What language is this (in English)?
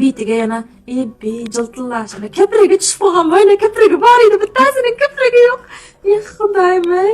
Uzbek